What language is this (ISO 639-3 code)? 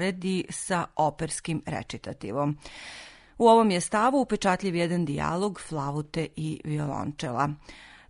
srp